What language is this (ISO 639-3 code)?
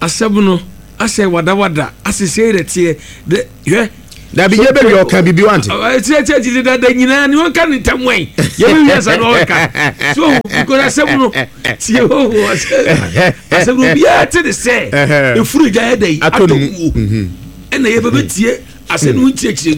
aka